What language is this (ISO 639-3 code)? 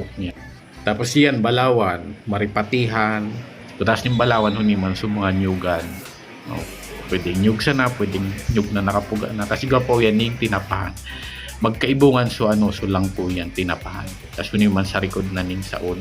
bik